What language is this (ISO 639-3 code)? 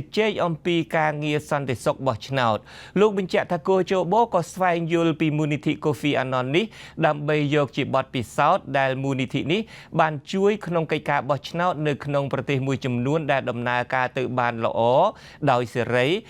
khm